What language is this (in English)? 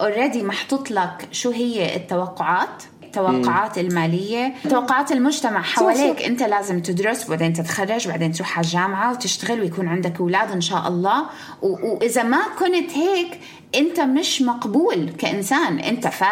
North Levantine Arabic